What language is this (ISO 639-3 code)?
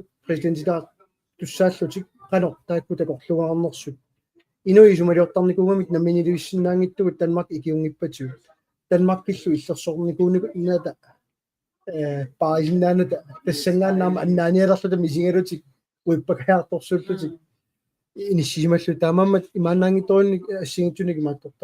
kal